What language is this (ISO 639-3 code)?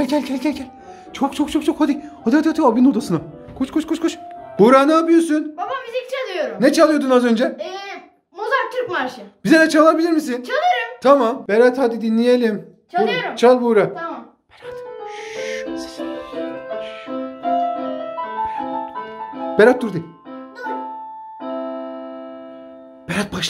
tur